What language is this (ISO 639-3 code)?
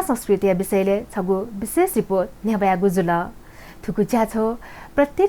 new